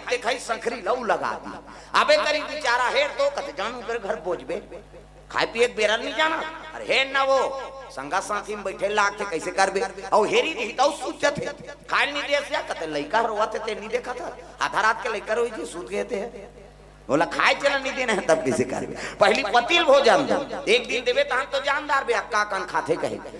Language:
Chhattisgarhi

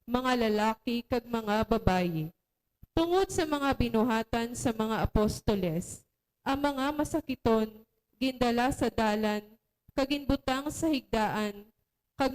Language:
Hiligaynon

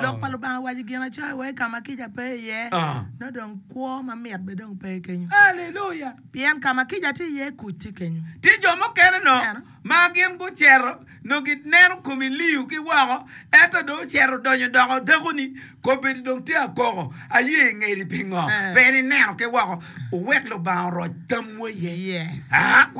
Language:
Acoli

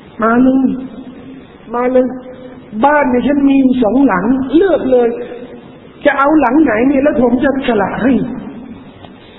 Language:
Thai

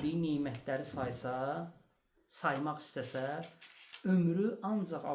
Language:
Azerbaijani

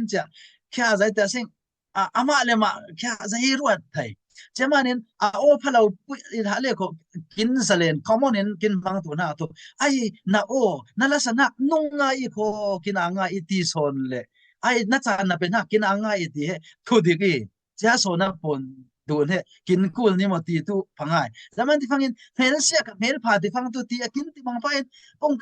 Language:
Falam Chin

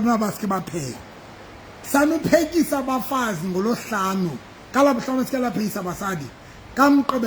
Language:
Southern Sotho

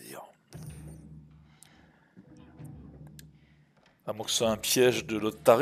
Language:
French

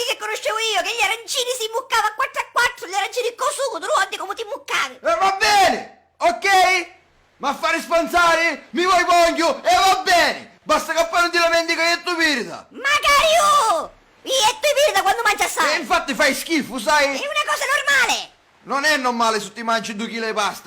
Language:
Sicilian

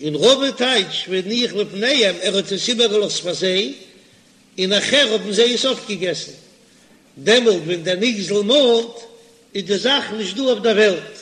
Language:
Yiddish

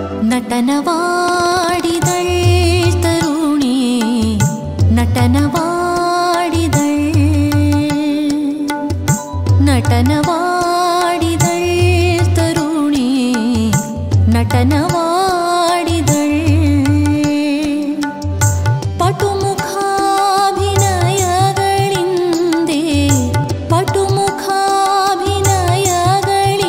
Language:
Kannada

